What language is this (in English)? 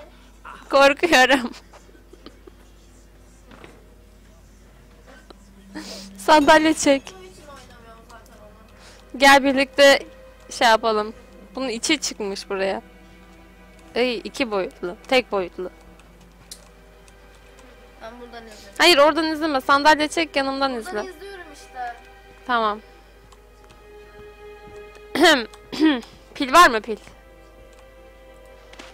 Turkish